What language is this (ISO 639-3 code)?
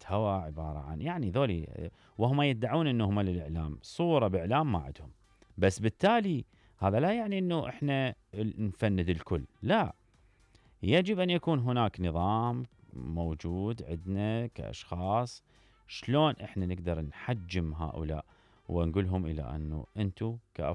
acm